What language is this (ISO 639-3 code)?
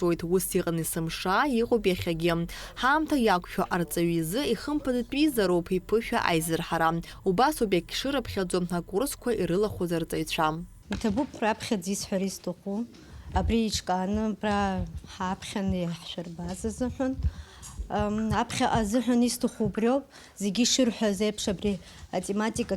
abk